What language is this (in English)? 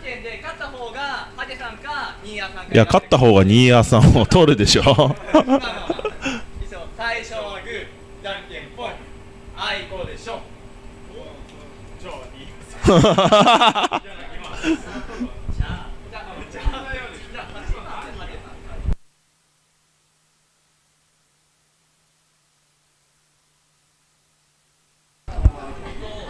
Japanese